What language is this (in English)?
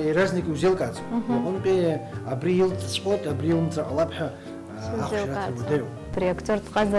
Abkhazian